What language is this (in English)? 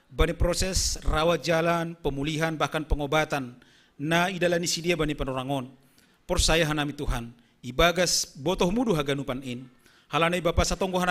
Batak Simalungun